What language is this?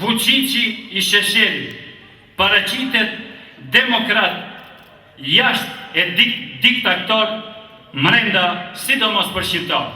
Albanian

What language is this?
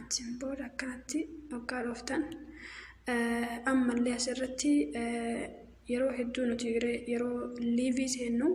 Oromo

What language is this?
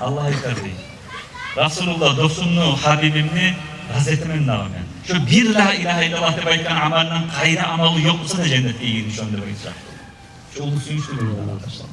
Kumyk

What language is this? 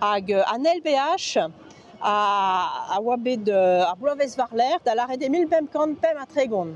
Breton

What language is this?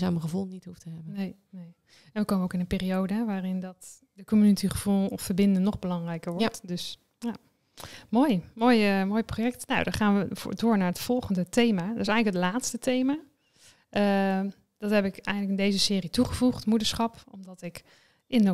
Dutch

